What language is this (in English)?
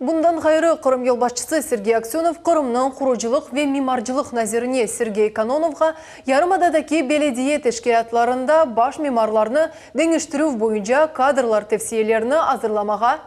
Crimean Tatar